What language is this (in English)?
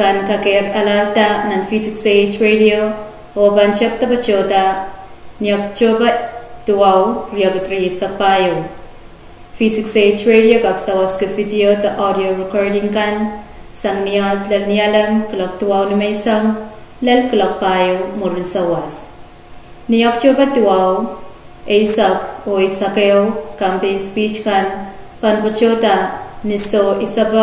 Pohnpeian